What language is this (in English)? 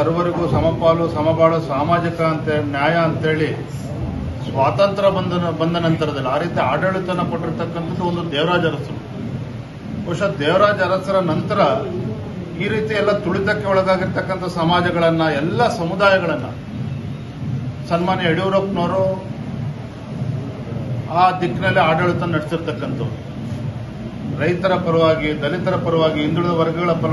Kannada